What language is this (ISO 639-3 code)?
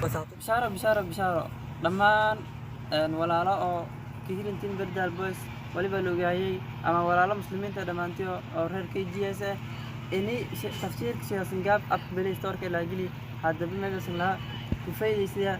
som